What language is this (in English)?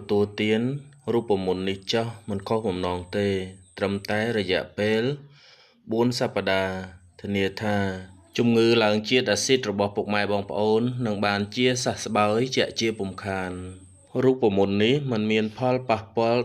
Khmer